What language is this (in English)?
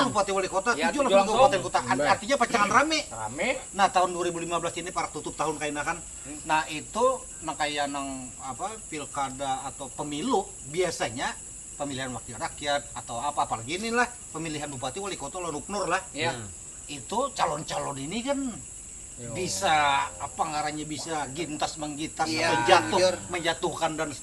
Banjar